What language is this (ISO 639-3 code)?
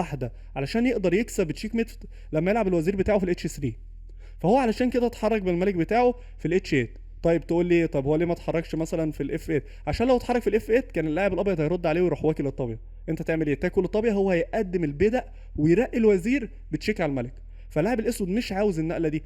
arz